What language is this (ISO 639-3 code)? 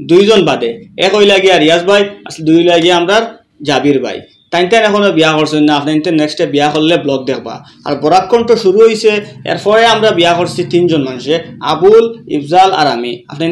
syl